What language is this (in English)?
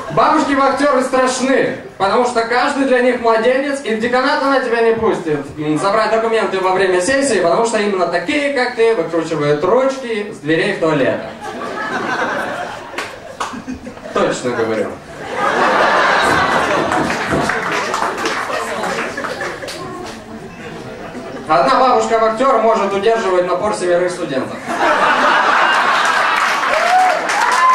Russian